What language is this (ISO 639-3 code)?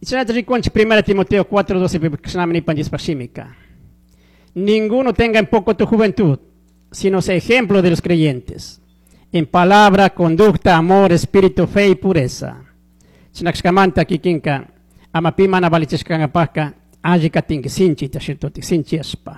qug